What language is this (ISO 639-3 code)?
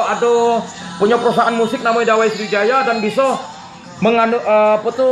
mui